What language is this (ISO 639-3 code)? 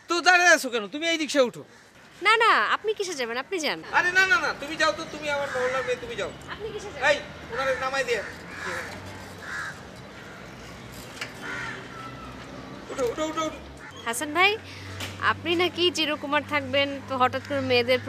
ben